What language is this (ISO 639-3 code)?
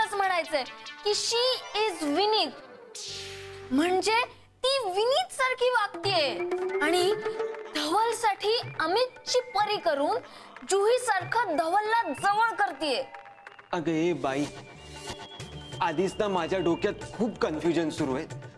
mar